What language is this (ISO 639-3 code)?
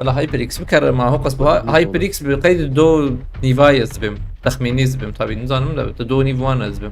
kur